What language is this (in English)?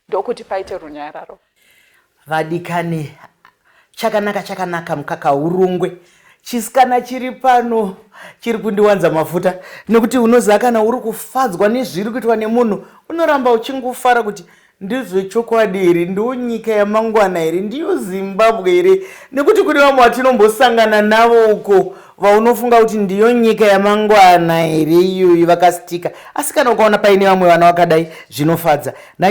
Shona